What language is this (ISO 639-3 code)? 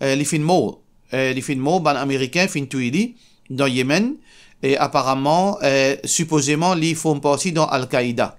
mfe